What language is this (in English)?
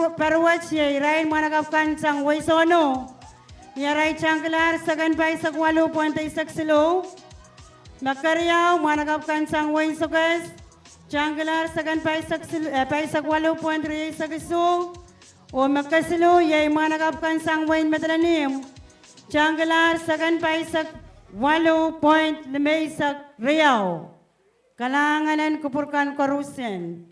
Pohnpeian